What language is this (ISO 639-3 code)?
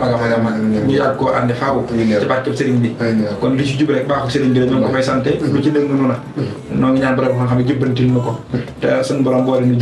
wol